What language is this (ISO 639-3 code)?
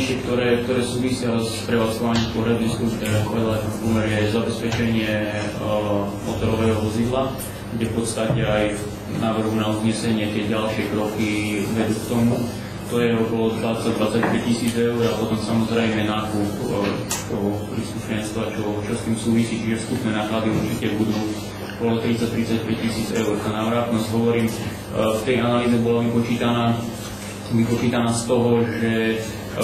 slk